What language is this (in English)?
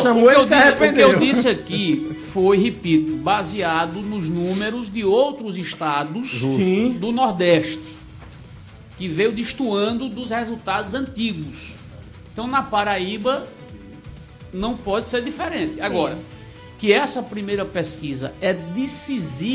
Portuguese